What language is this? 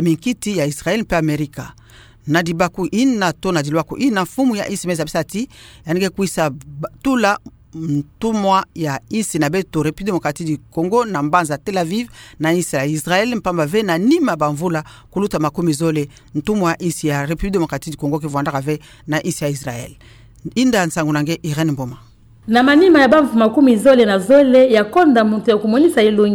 Kituba (Democratic Republic of Congo)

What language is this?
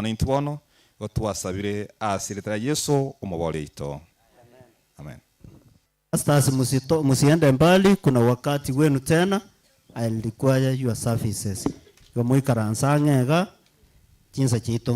Gusii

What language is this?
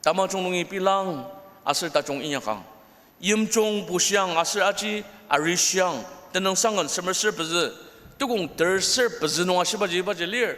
Ao Naga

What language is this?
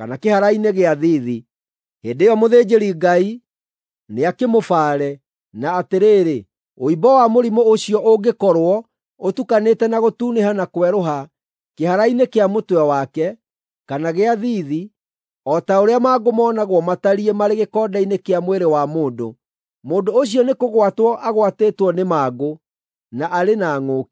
Kikuyu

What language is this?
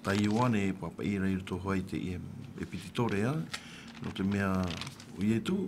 Tahitian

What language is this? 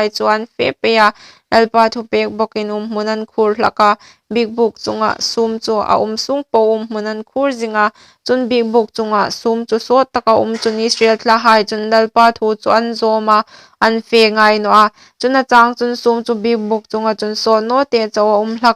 Hmar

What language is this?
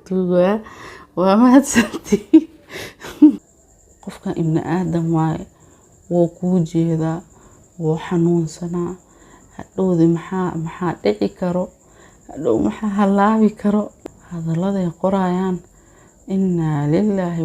Somali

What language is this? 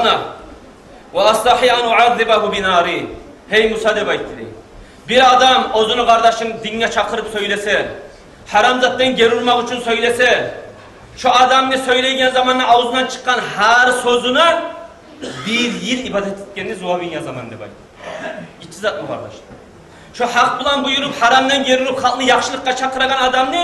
Kumyk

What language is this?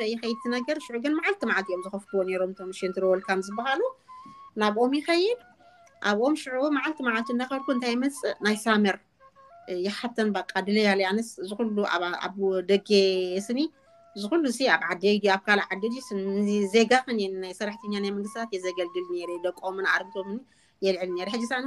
Tigrinya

